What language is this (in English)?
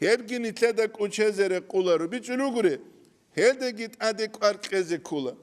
Avaric